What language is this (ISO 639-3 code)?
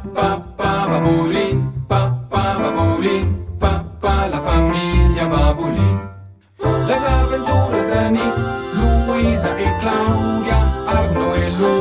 roh